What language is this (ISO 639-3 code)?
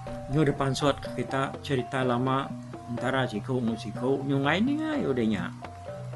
iba